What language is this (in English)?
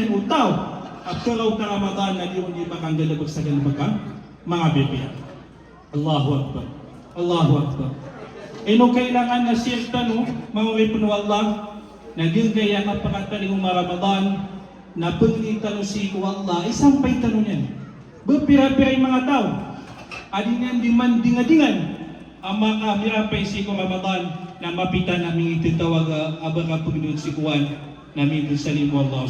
Maranao